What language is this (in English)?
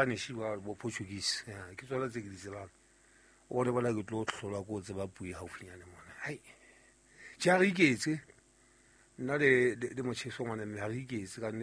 Southern Sotho